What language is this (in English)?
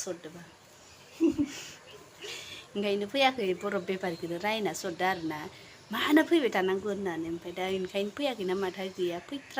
Bodo